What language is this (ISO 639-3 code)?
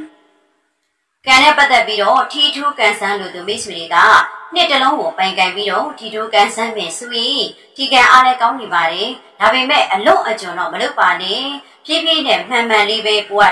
mya